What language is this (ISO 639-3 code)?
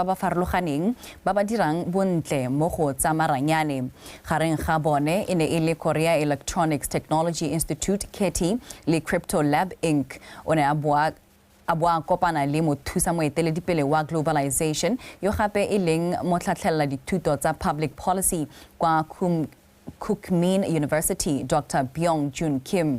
tsn